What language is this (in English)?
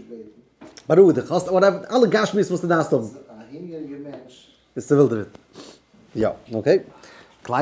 Yiddish